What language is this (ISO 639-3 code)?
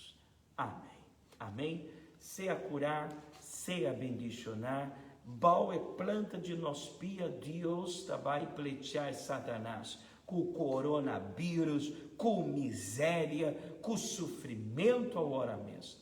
pap